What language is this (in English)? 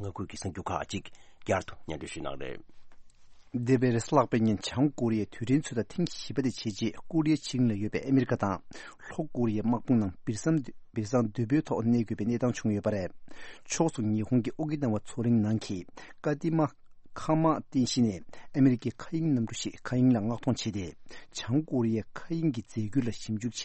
Tibetan